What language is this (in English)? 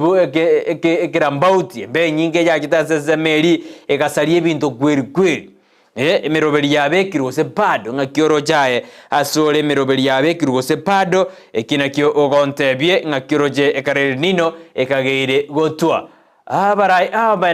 Gusii